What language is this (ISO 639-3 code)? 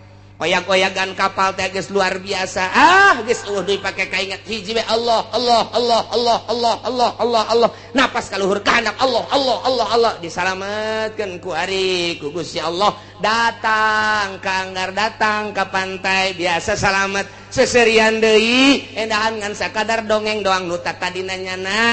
sun